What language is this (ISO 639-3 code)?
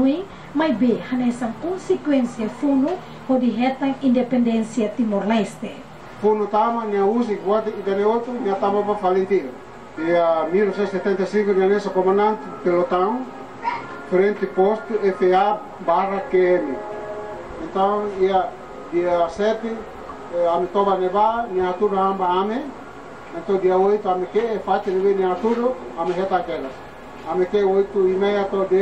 tet